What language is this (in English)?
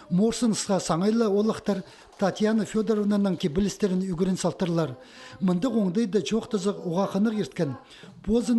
Khakas